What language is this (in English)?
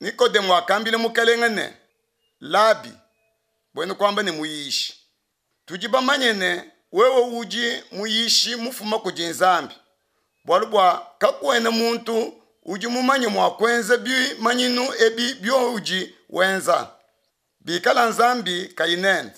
Luba-Lulua